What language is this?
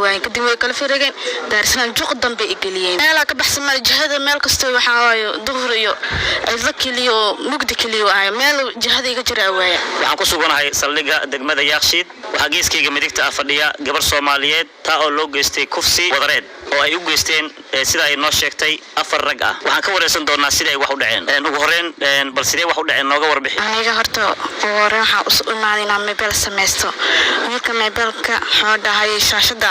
Somali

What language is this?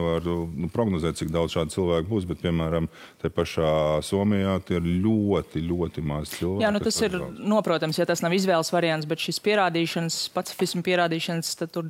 Latvian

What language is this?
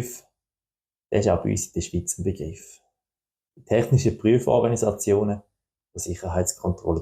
Swiss German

